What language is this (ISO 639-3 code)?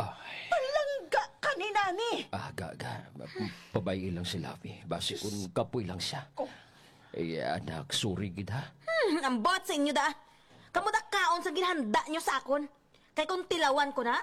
hil